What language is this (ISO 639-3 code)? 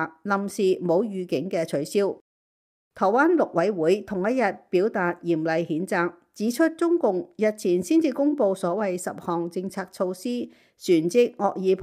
yue